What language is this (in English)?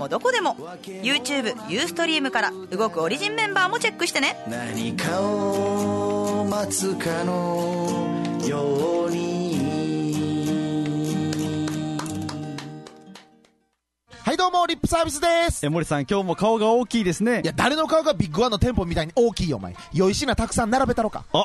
Japanese